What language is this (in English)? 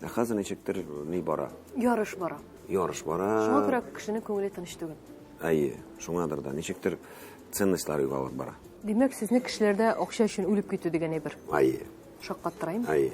Tatar